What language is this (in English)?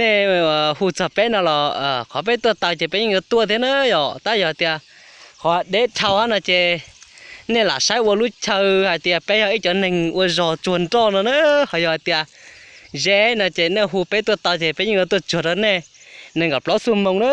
Hmong